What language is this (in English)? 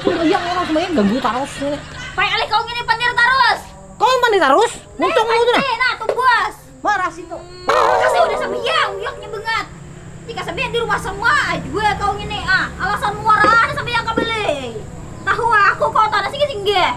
Banjar